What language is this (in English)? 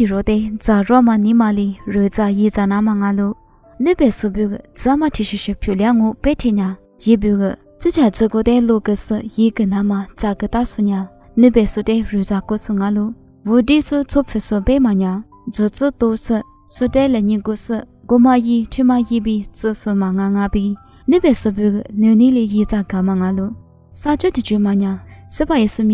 Lisu